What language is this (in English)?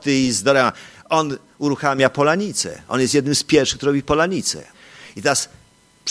Polish